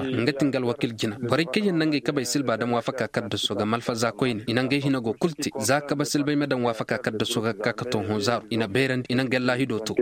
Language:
Koyraboro Senni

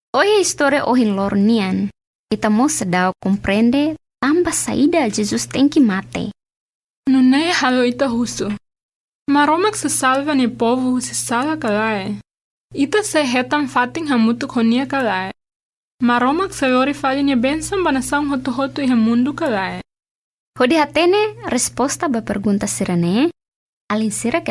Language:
Tetum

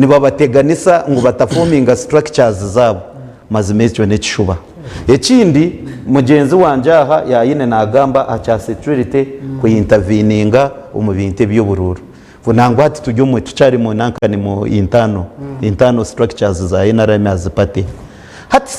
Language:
Nyankole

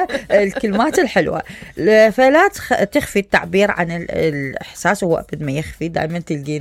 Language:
Mesopotamian Arabic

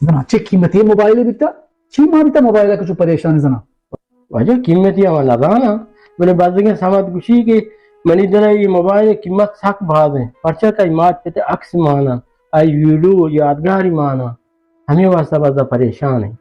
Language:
Baluchi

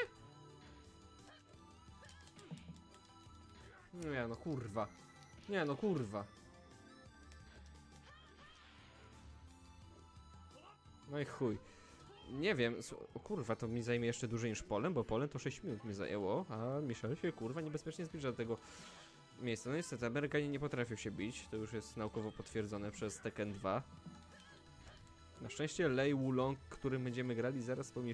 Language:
Polish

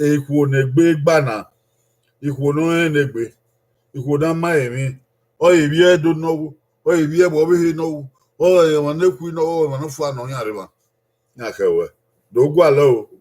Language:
Bini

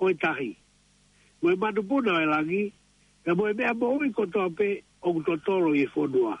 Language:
Tongan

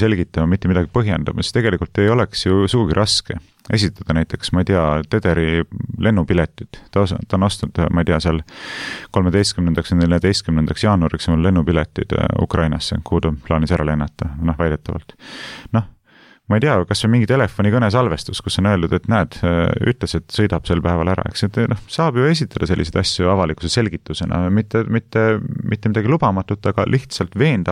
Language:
Estonian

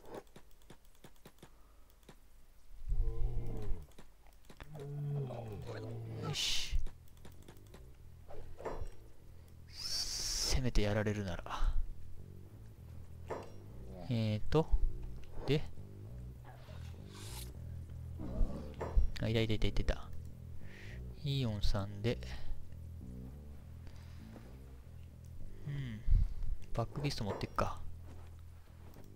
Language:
Japanese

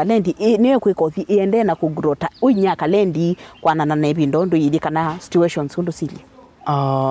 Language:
Kamba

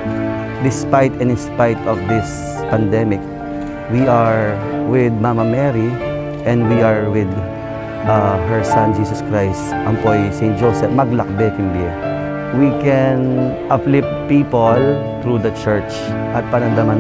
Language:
Pampanga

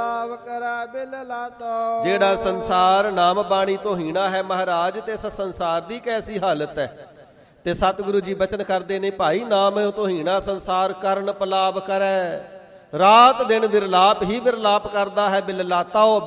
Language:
Punjabi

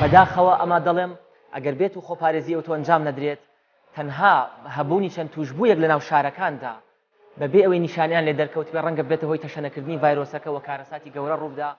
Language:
Central Kurdish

